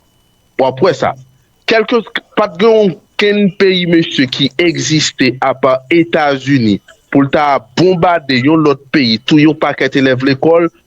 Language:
Haitian Creole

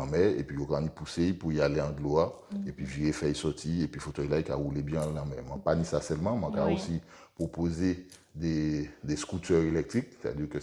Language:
Guadeloupean Creole French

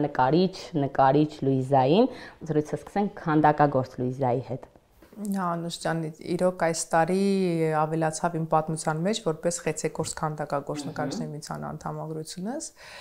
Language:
Armenian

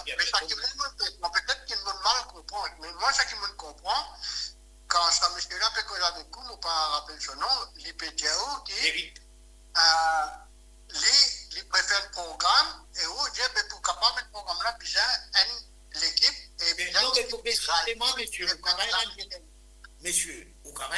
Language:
Morisyen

